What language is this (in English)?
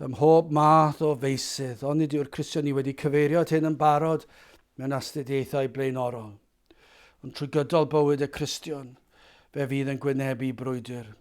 Welsh